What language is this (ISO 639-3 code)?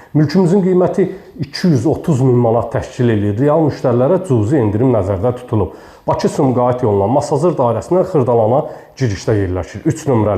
aze